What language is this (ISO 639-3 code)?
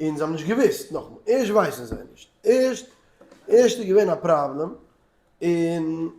yid